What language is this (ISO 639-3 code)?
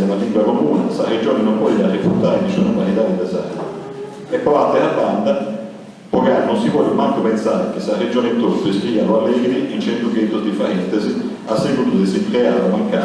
srd